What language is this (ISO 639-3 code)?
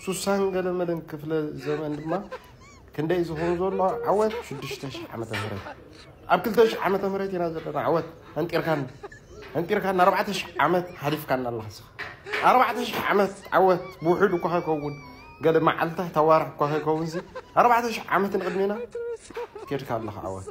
tir